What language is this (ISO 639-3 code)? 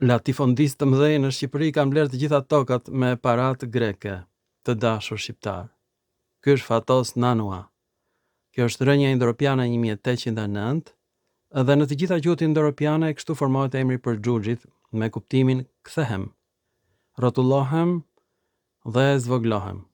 sqi